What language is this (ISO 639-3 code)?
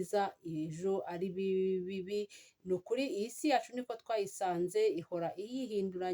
kin